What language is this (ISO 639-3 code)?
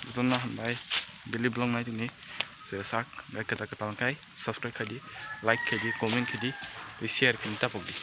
trp